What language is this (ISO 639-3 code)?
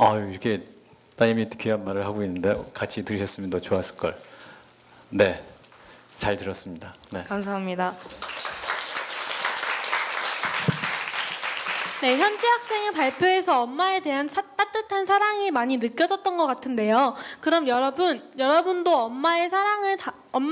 kor